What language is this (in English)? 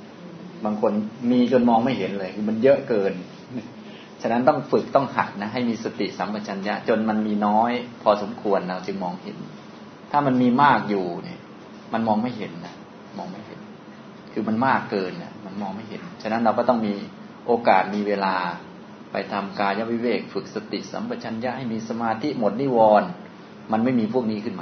Thai